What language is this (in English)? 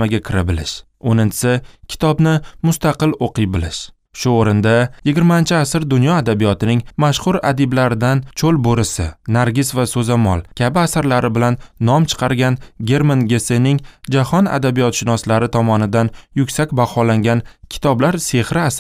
Uzbek